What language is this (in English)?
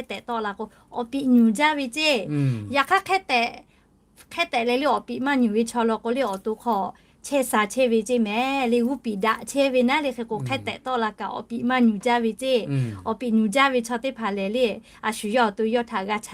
Lahu